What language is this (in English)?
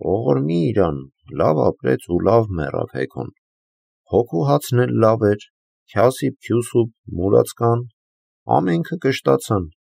Armenian